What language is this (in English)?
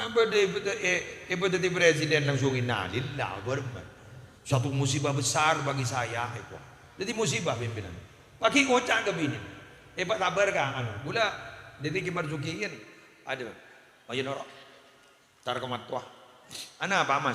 Madurese